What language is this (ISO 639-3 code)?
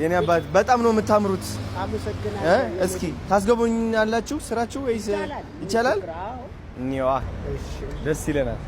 amh